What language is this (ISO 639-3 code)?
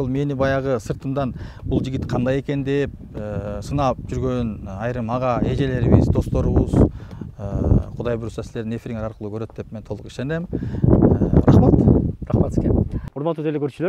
kir